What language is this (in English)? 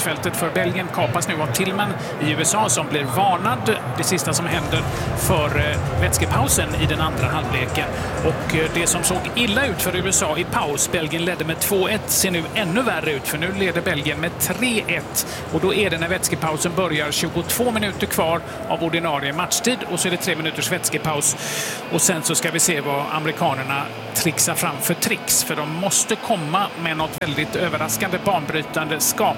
Swedish